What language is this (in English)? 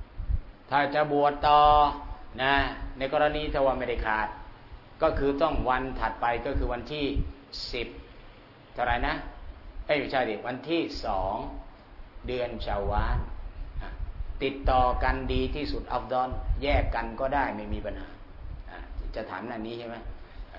Thai